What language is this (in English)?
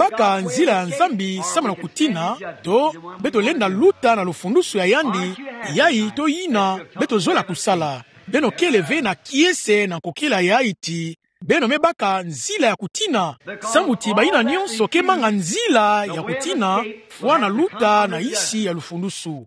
Kituba (Democratic Republic of Congo)